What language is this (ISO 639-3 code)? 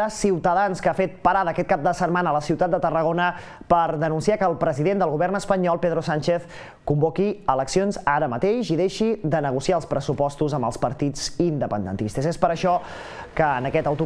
cat